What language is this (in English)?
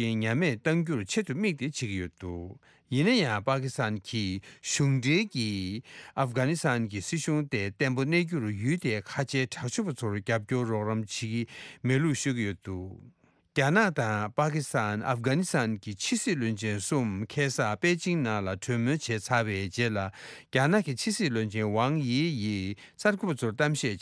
Tibetan